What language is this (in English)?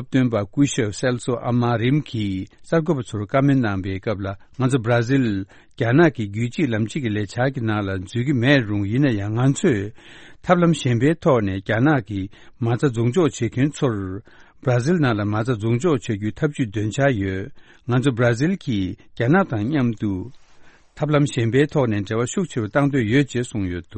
Tibetan